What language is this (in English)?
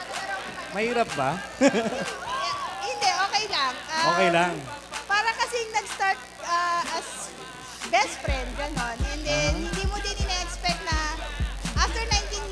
Filipino